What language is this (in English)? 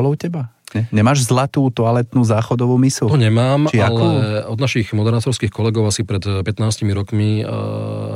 Slovak